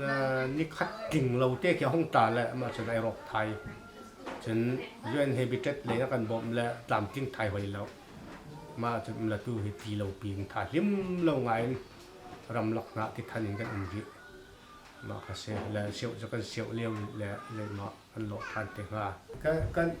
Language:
Hakha Chin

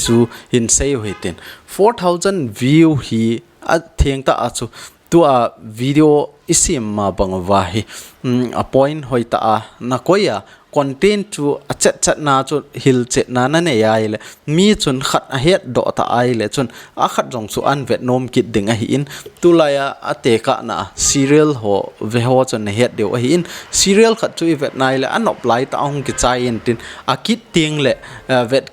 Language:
Thado Chin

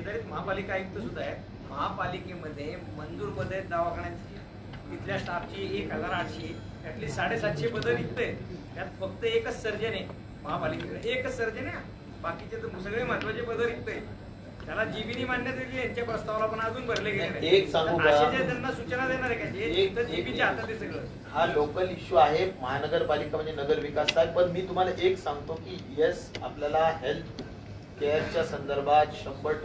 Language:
Marathi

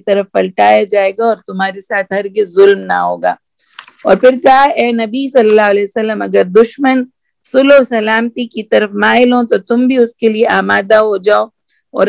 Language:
Urdu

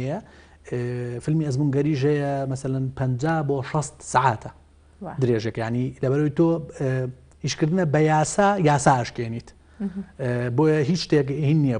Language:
Central Kurdish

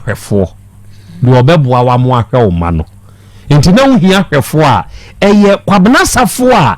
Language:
Akan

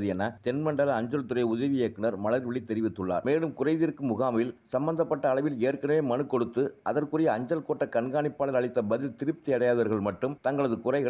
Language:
Tamil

